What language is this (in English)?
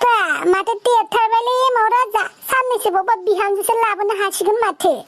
Bodo